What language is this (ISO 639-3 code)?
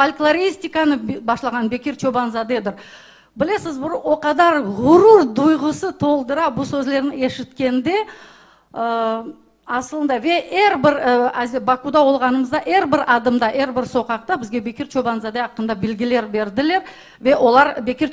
crh